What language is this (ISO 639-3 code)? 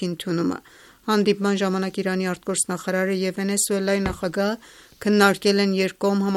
hye